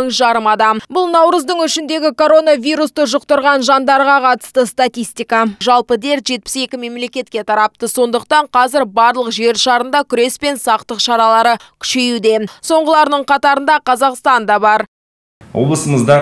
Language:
Kazakh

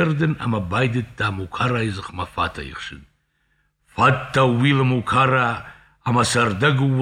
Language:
Ossetic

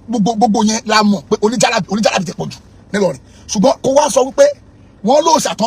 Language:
Yoruba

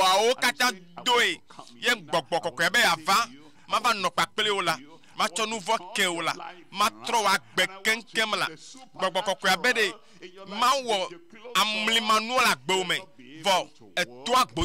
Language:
Ewe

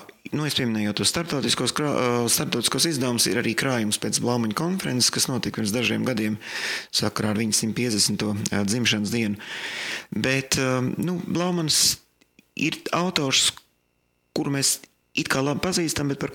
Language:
Latvian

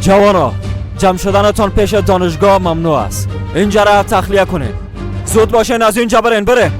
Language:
Persian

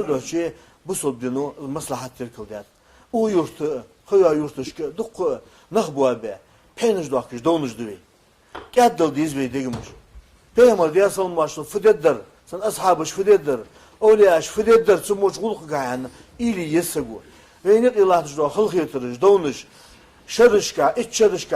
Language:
Ingush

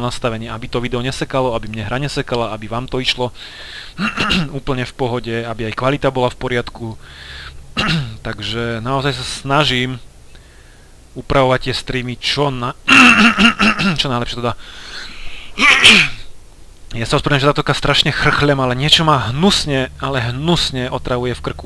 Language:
Slovak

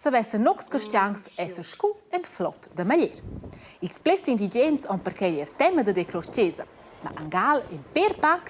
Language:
Romansh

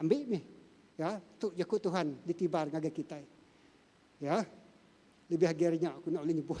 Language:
Iban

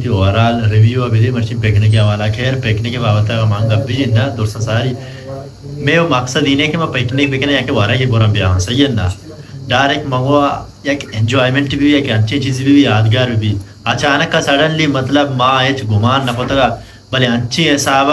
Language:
Baluchi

